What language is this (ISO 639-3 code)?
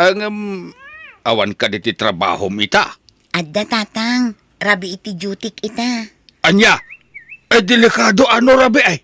ilo